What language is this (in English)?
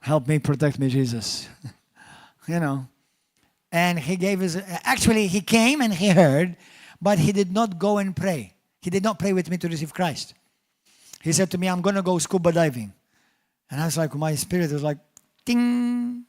English